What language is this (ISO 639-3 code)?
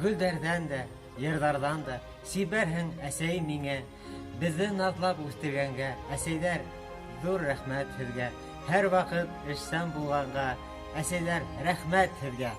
bak